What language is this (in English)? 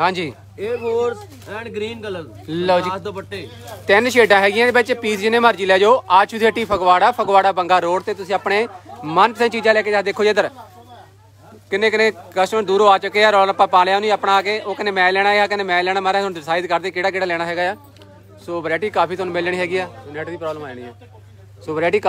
Punjabi